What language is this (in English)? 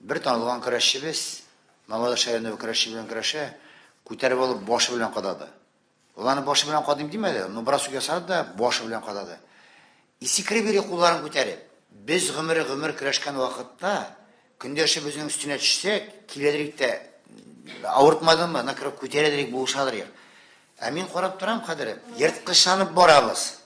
Tatar